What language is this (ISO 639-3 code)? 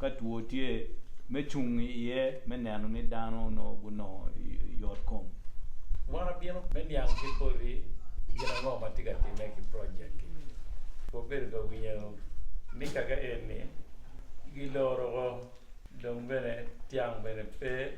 ach